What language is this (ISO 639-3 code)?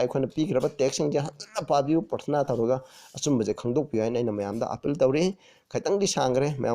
mni